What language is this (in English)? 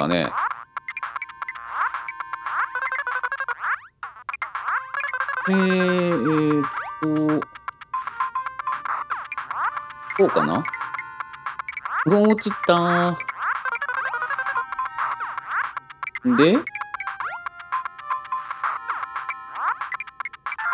Japanese